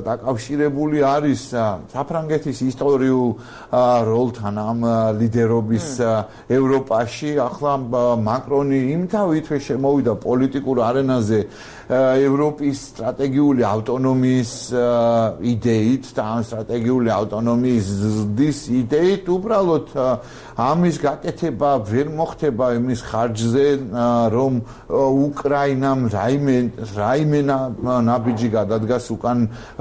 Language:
Georgian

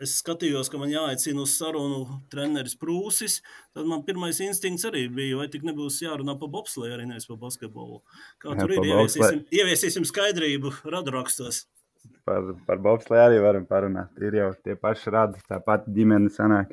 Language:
Latvian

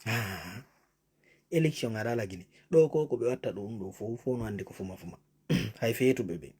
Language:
Pular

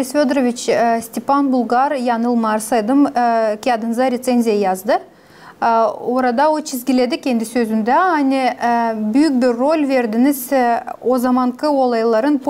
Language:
Gagauz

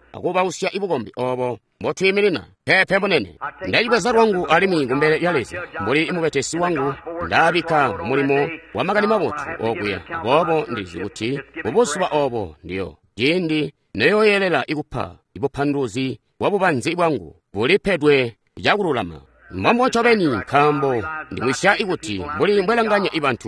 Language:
Tonga (Zambia)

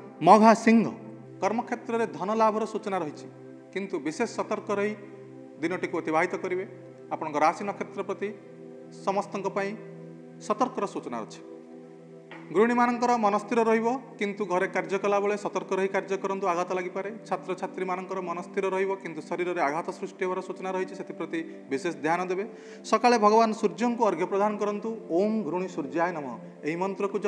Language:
Odia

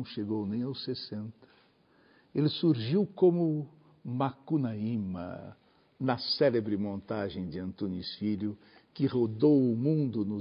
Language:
Portuguese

